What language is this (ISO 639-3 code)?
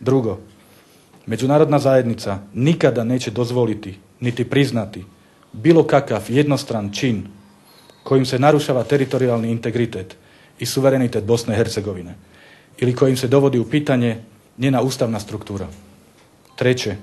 bos